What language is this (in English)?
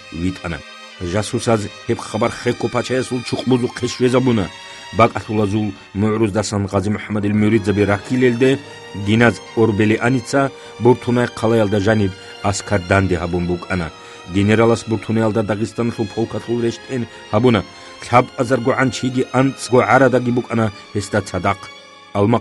Avaric